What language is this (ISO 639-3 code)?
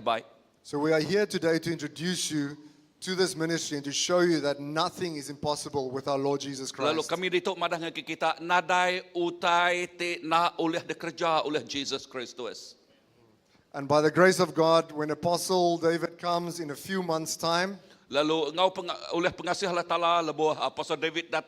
iba